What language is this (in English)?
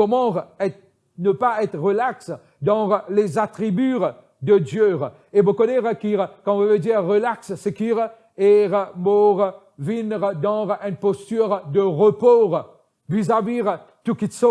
Morisyen